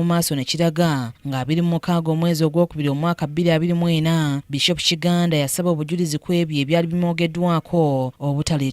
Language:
Ganda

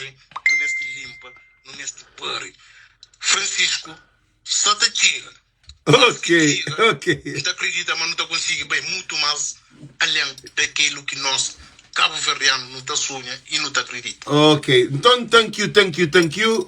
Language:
Kabuverdianu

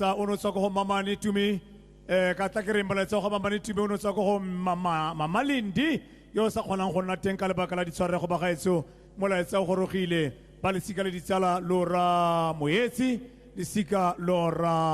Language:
Tswana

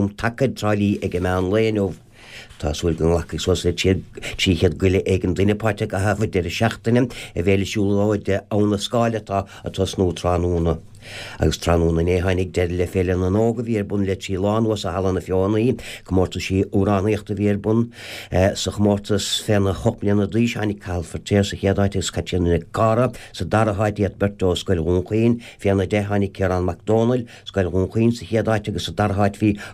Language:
Irish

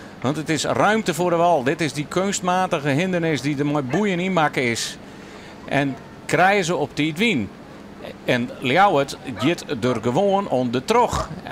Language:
Western Frisian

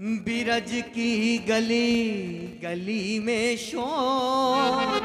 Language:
Dogri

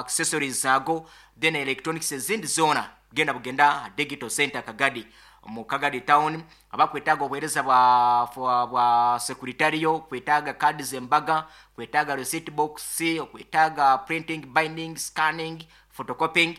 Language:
Nyankole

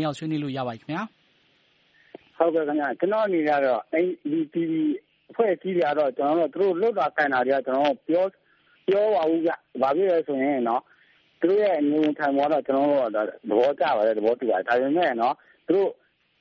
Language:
Burmese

